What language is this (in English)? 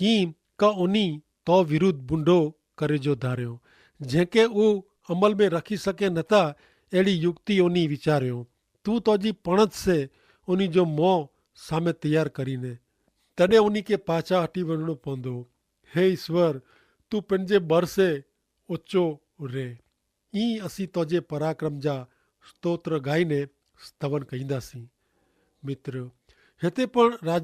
Kachhi